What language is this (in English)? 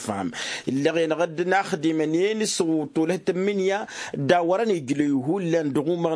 Tamasheq